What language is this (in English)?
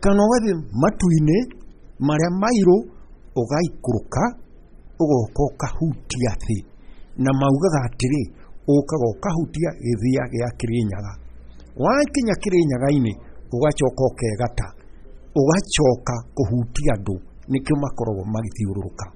Kikuyu